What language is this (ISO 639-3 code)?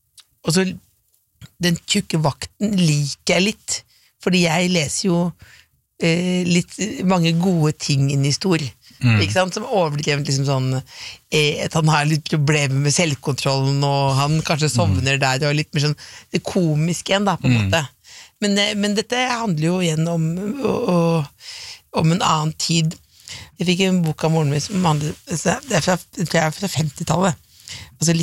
nor